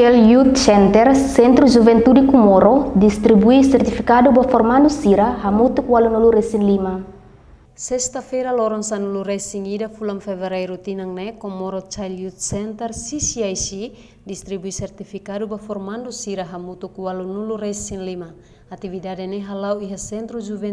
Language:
Tetum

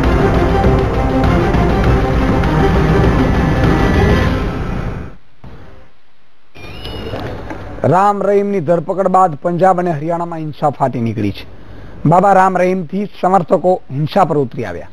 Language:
Gujarati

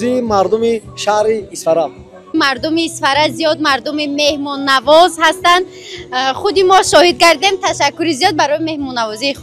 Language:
Tajik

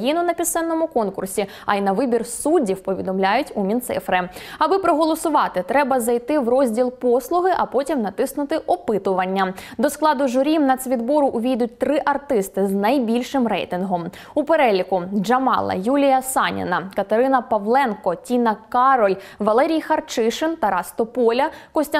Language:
Ukrainian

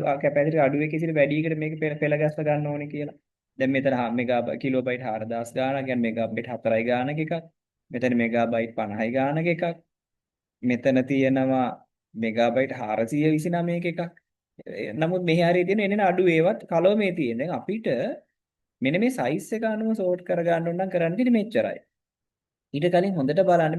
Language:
Sinhala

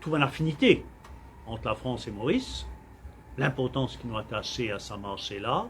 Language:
Morisyen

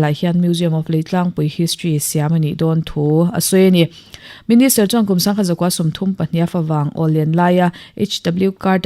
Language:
Mizo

